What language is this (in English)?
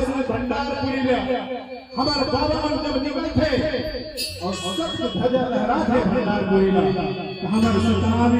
Chhattisgarhi